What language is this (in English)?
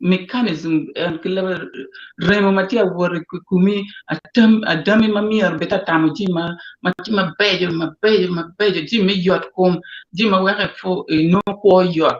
Acoli